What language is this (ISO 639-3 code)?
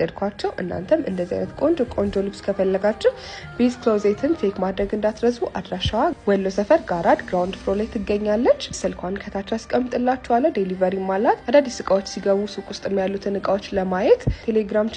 amh